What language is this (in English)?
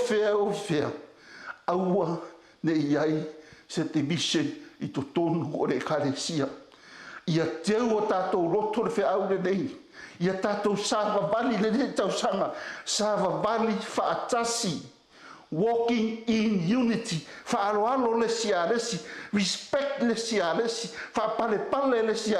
Samoan